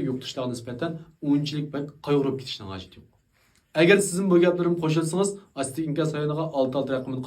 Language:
Uyghur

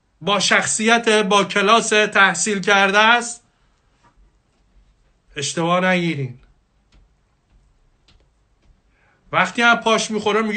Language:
Persian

